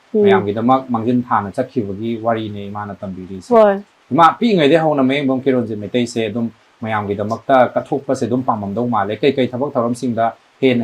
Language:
Manipuri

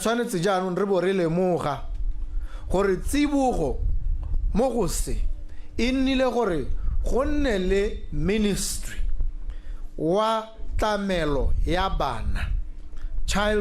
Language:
Tswana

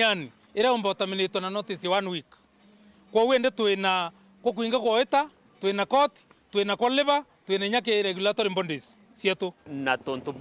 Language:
Meru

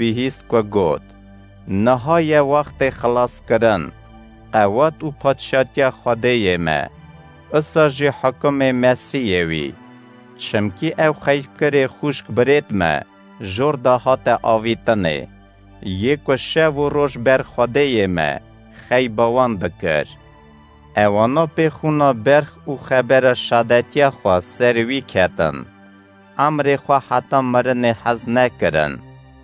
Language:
Kurdish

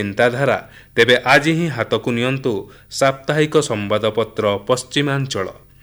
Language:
Odia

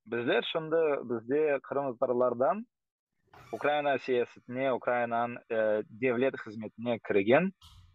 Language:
Crimean Tatar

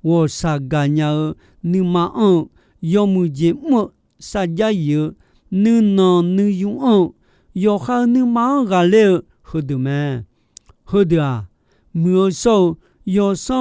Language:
Akha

